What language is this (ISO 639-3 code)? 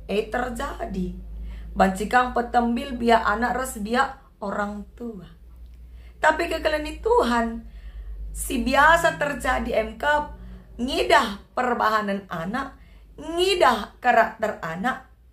btx